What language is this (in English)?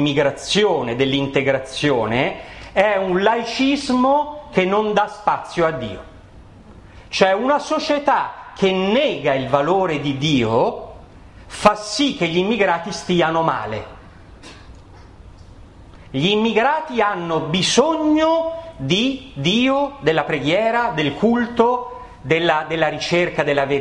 Italian